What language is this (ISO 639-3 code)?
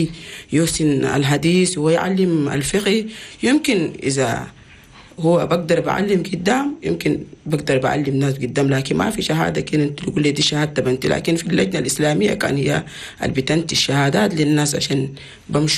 shu